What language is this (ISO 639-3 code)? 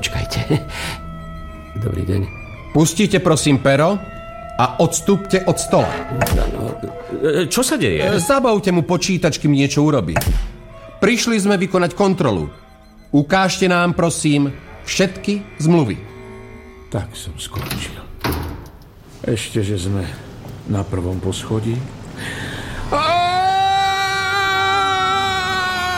slk